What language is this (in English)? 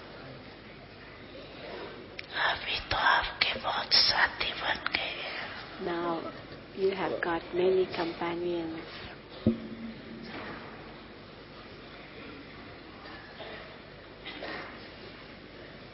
Hindi